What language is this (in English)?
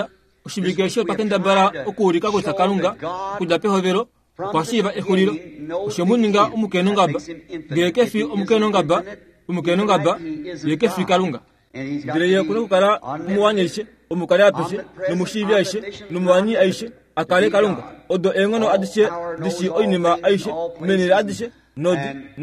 Kuanyama